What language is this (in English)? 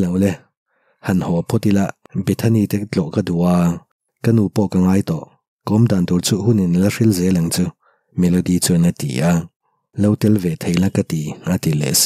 Mizo